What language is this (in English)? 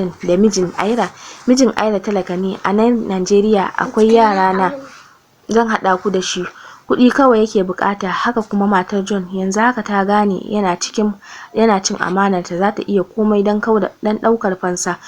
Hausa